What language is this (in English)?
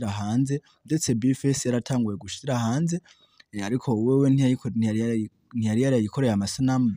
Rundi